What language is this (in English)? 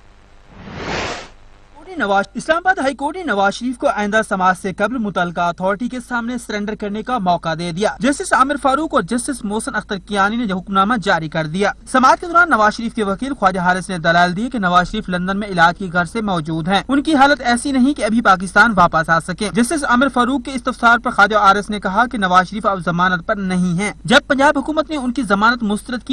Urdu